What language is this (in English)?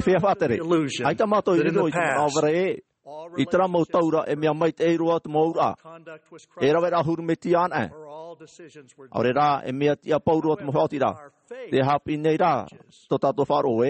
Tahitian